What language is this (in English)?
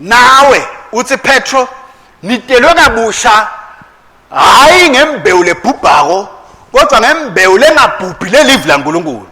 Swati